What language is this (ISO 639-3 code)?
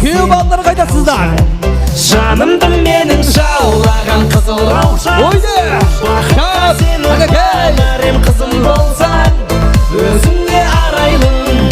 kaa